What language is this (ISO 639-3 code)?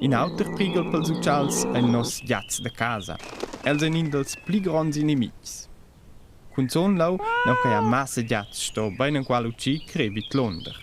roh